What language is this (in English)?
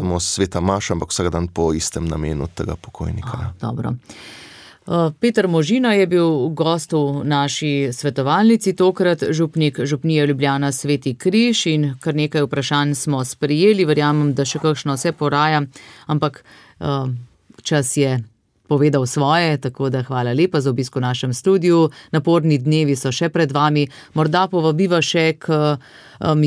Slovenian